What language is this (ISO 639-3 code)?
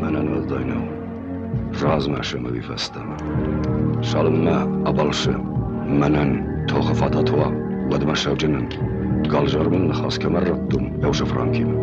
oss